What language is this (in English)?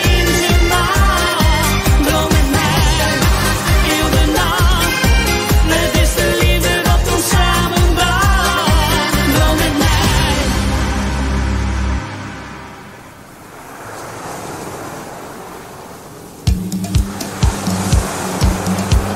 Dutch